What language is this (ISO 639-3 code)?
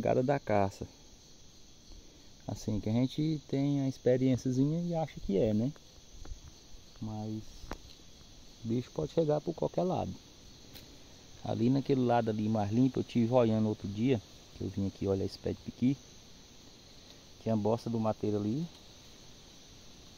por